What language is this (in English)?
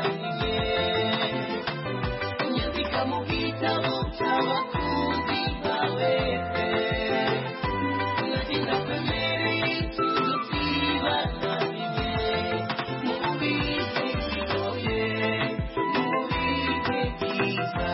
Kinyarwanda